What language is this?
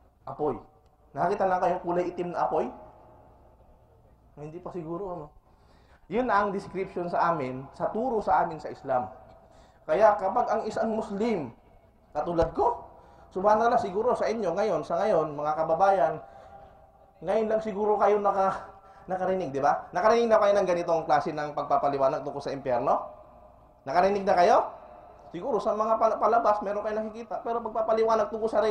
Filipino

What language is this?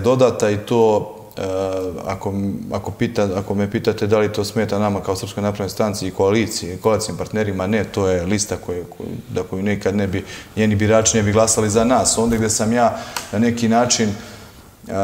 Serbian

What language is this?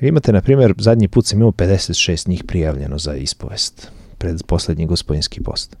Serbian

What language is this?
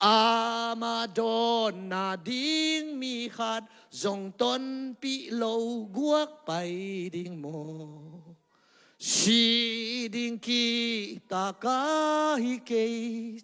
Tedim Chin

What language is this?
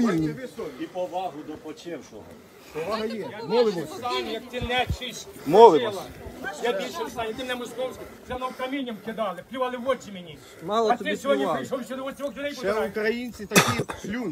Ukrainian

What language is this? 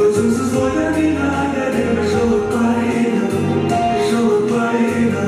Kara-Kalpak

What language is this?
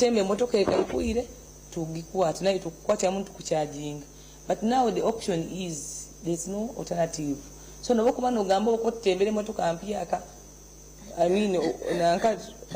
Nyankole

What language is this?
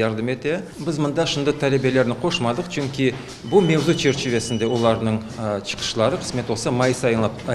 Crimean Tatar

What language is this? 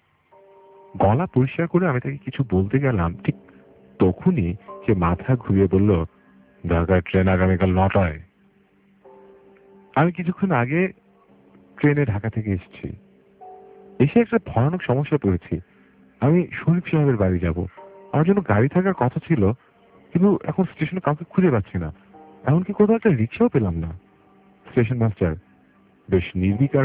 Bangla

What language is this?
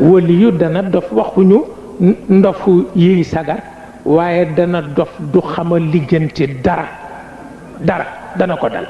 Wolof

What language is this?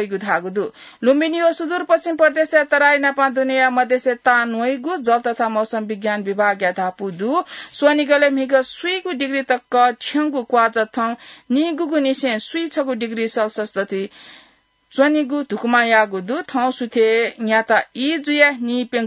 Newari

